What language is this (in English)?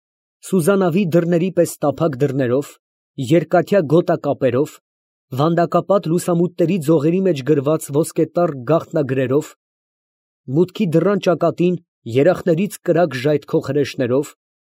Armenian